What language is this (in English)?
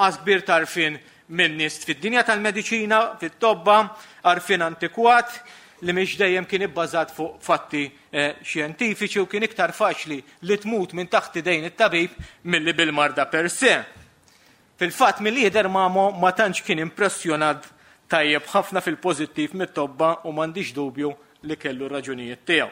Maltese